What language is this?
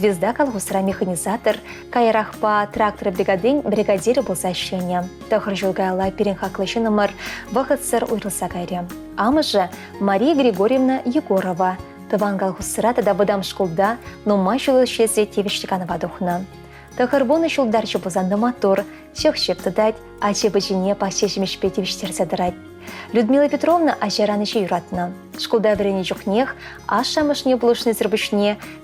Chuvash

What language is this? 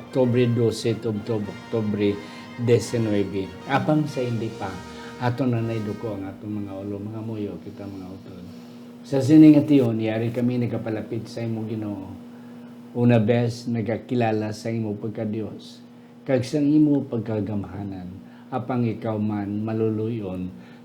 Hiligaynon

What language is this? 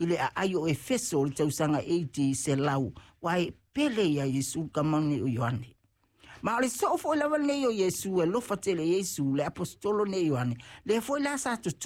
Samoan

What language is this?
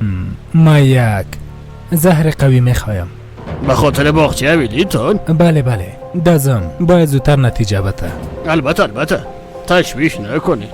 Persian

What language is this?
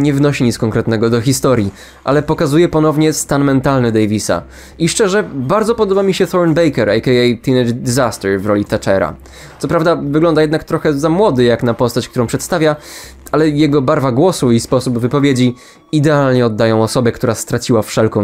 Polish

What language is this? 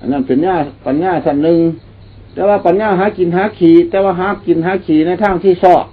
Lao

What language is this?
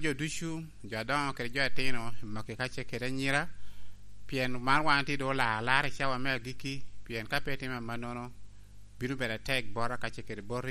Lango (Uganda)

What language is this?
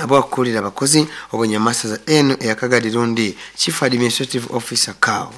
Nyoro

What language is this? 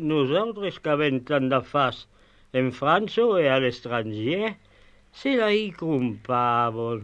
Occitan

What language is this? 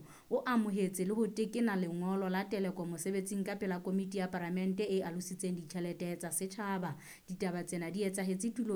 Southern Sotho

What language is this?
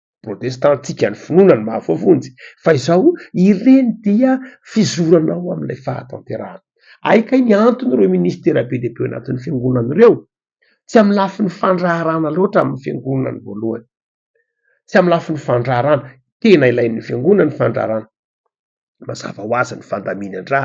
Malagasy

